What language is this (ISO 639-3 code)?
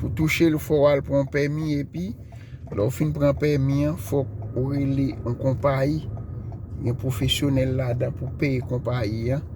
hat